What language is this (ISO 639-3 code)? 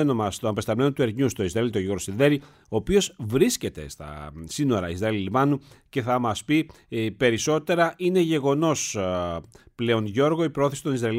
ell